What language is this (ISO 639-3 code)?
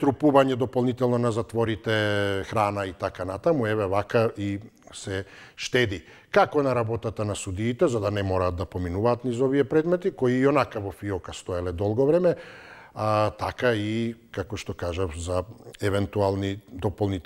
mkd